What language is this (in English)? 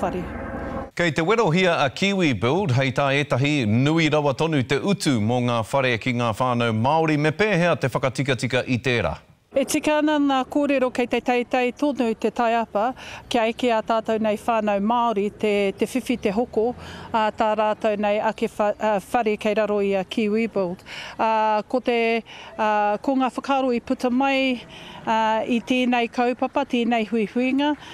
Māori